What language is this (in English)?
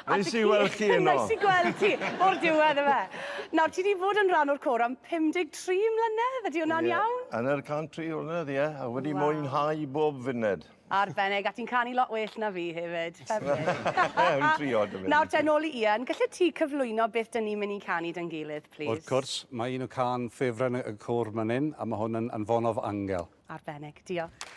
Welsh